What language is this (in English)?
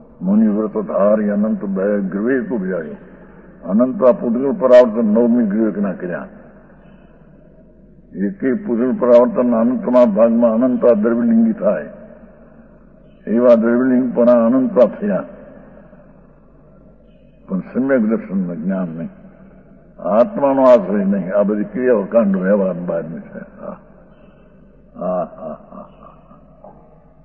Gujarati